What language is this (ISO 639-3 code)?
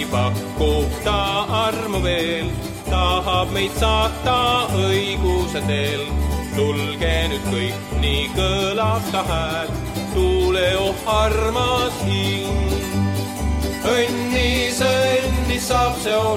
est